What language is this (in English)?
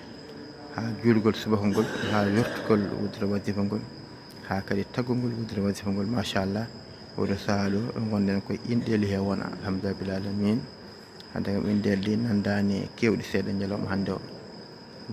Fula